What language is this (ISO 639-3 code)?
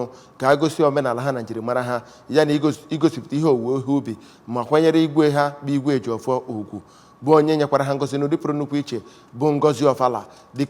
ibo